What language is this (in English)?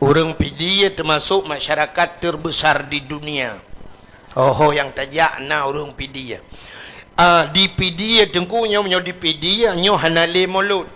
Achinese